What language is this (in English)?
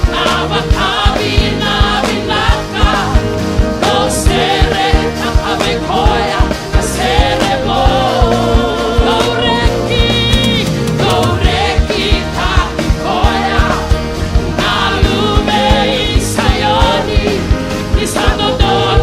Fijian